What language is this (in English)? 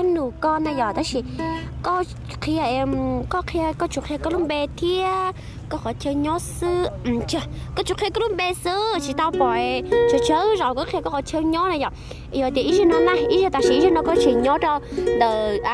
Hmong